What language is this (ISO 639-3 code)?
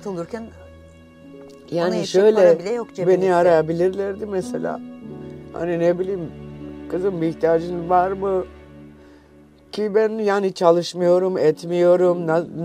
tur